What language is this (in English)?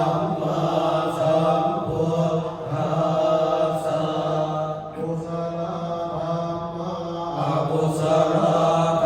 Pali